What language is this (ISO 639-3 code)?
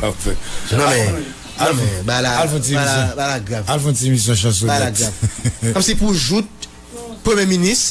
hat